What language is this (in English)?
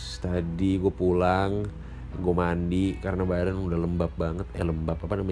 Indonesian